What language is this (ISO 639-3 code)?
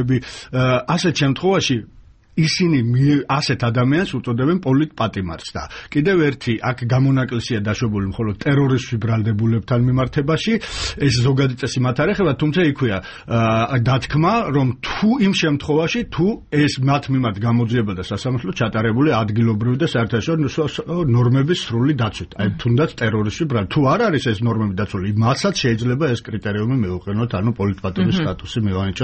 kat